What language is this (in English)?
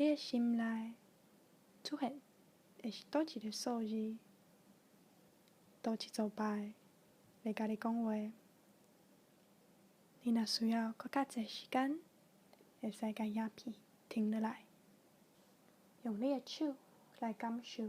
Min Nan Chinese